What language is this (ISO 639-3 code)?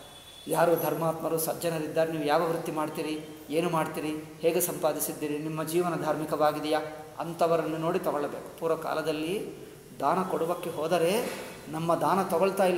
kan